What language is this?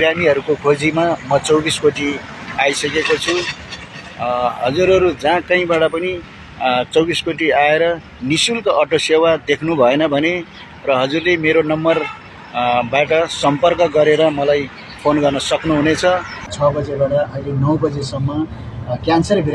Nepali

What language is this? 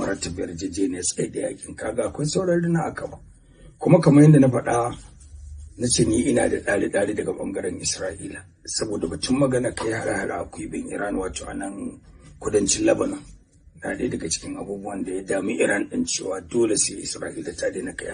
Hausa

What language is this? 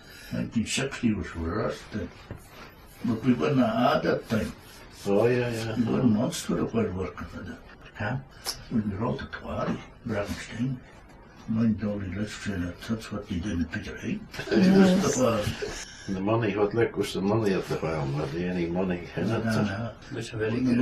Scots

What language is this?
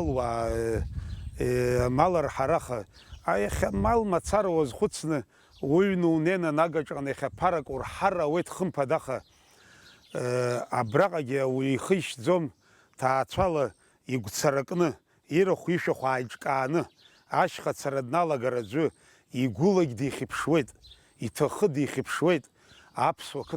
Abkhazian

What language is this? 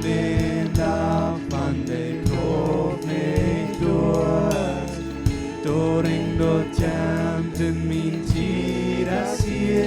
Plautdietsch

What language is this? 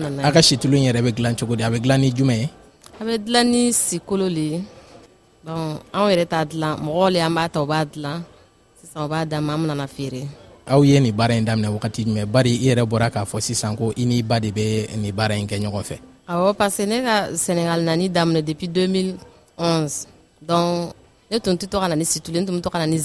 Bambara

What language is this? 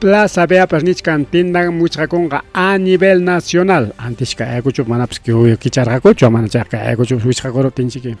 Ayacucho Quechua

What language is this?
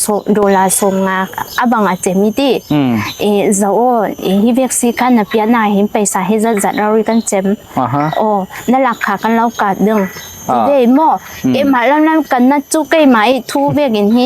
Falam Chin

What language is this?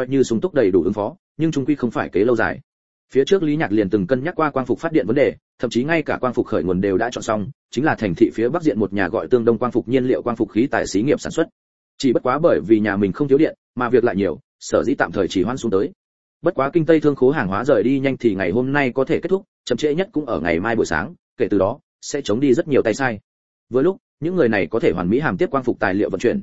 Vietnamese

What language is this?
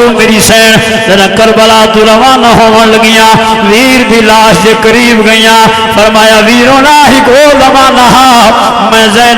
Saraiki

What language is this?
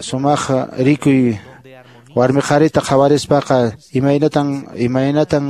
Quechua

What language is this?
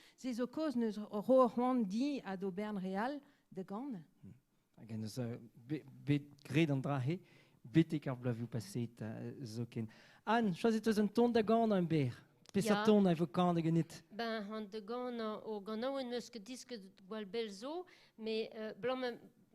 Breton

